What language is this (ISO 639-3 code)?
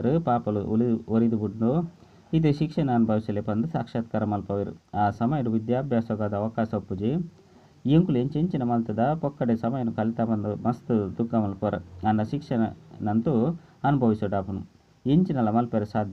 tcy